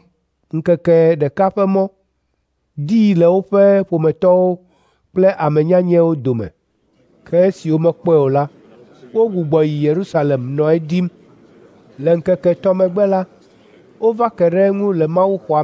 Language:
Ewe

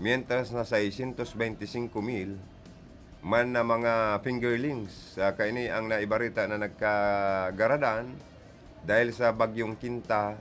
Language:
Bikol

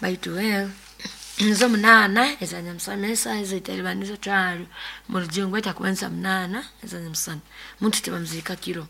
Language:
Nyoro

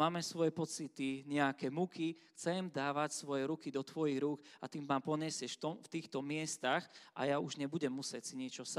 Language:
Slovak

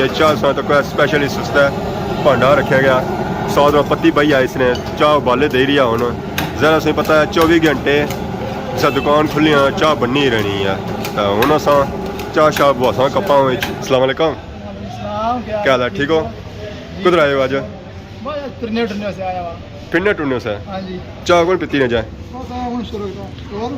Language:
Pahari-Potwari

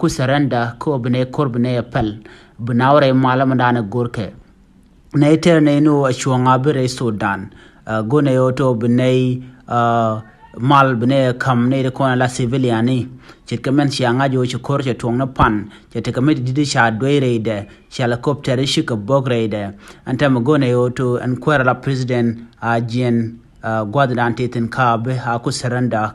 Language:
Nuer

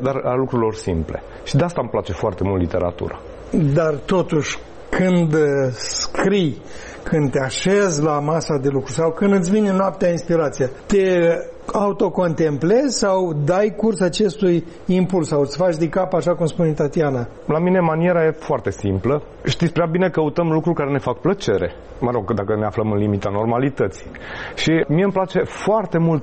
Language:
Romanian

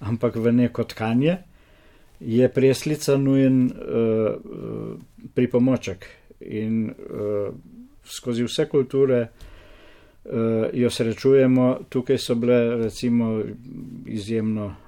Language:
Slovenian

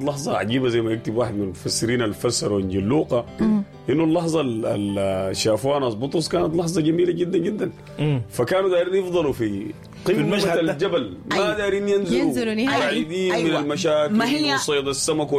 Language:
Sudanese Arabic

